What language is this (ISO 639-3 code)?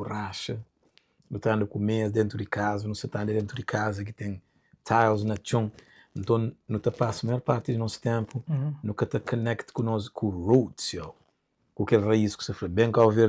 kea